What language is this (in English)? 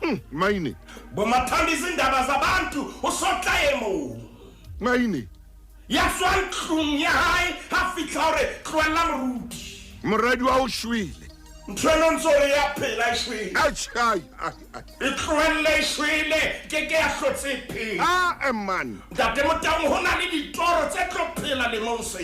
Southern Sotho